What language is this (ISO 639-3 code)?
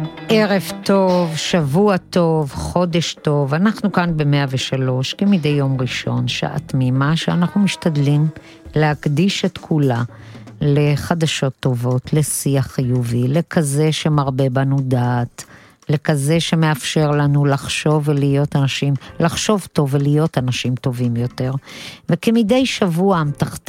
heb